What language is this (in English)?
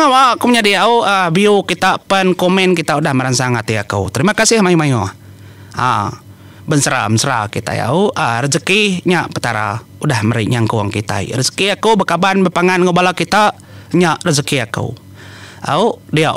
Iban